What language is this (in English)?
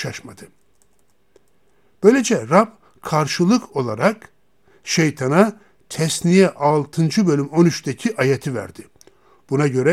Turkish